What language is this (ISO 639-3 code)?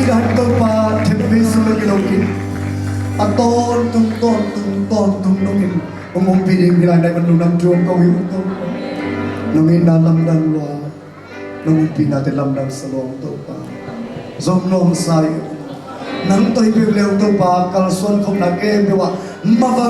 ctd